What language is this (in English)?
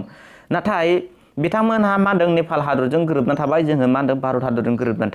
Bodo